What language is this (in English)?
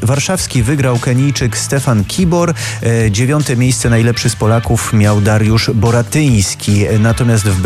Polish